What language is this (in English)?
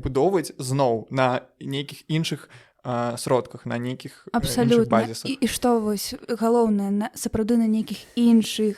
Belarusian